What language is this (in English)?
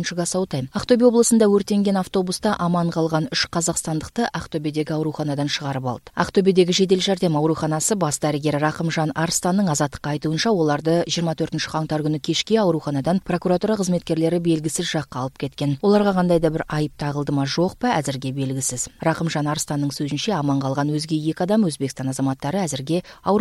Kyrgyz